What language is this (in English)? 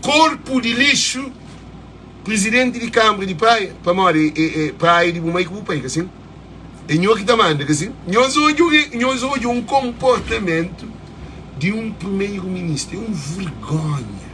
Kabuverdianu